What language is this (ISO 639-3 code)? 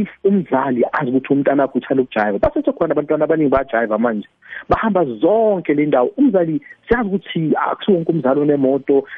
nbl